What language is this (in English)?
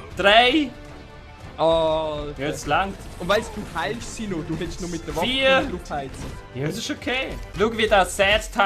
Swiss German